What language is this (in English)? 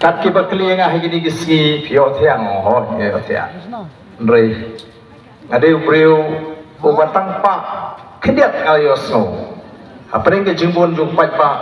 Khasi